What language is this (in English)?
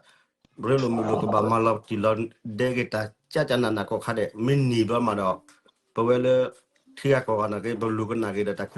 S'gaw Karen